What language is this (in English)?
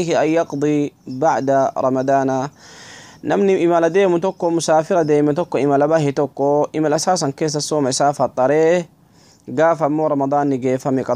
Oromo